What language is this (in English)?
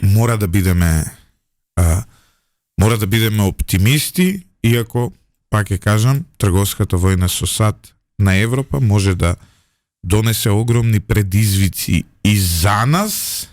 Macedonian